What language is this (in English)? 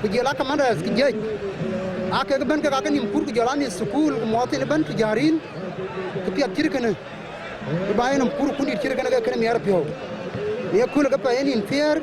Dinka